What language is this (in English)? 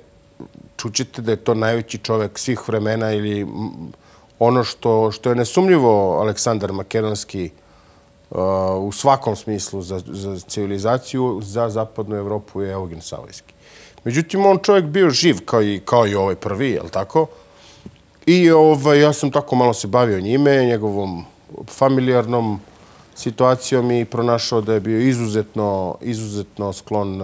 Serbian